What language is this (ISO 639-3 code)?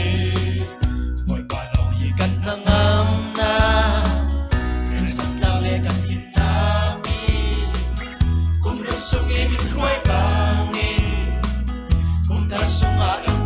cfm